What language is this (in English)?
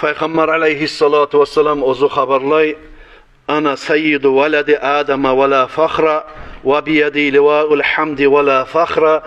Kumyk